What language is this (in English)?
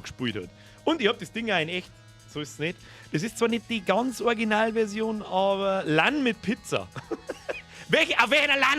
Bavarian